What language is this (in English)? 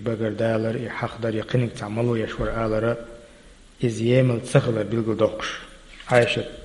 Chechen